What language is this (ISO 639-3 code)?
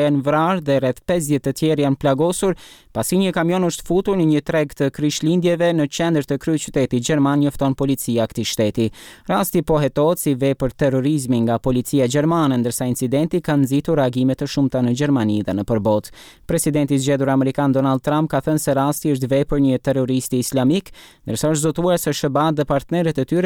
sqi